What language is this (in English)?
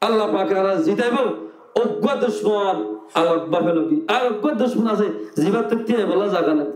Rohingya